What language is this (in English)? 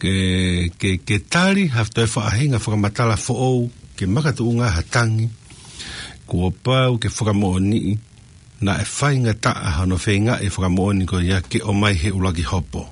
Tongan